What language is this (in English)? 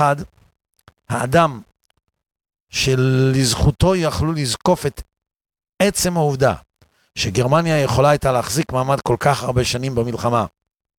Hebrew